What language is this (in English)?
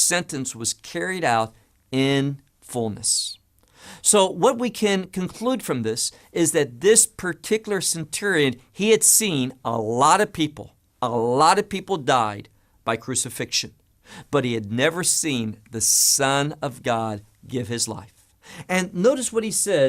English